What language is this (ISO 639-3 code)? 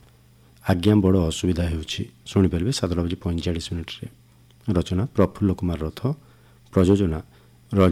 ori